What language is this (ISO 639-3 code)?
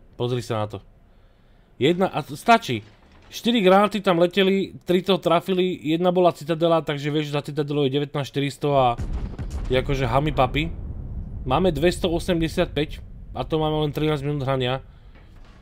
slk